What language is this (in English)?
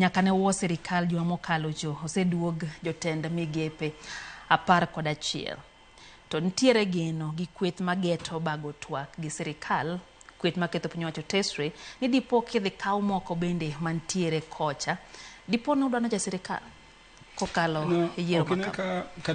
Luo (Kenya and Tanzania)